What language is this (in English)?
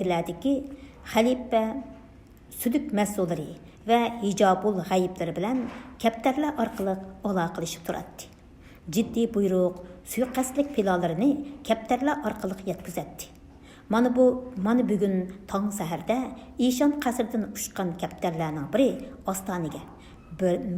Uyghur